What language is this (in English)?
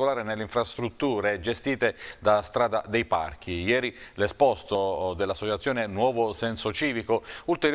Italian